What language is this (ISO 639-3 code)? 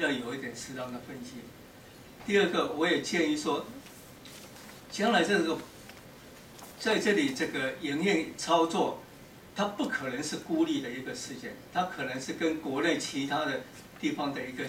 zho